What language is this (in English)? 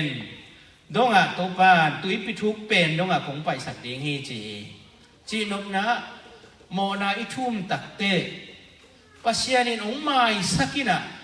Tedim Chin